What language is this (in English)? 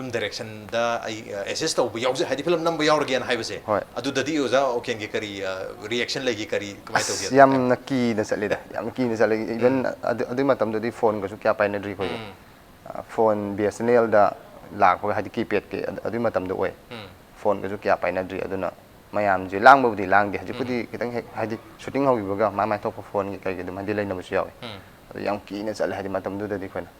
Manipuri